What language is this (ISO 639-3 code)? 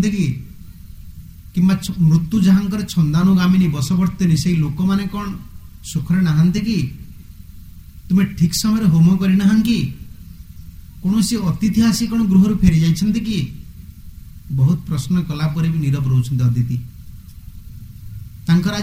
ori